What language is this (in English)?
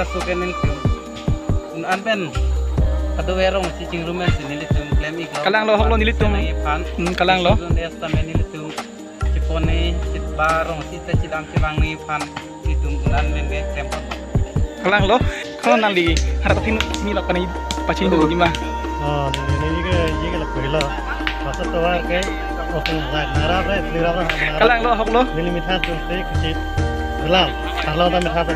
Karbi